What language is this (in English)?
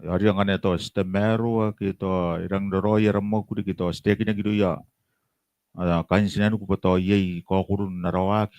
Gilbertese